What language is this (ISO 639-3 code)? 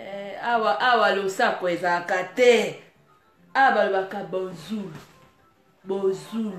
lin